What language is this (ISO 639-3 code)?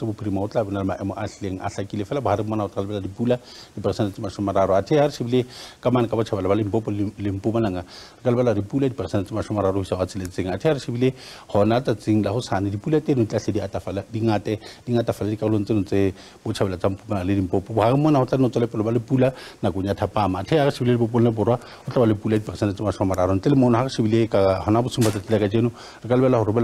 sot